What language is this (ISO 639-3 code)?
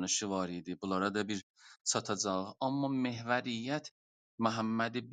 azb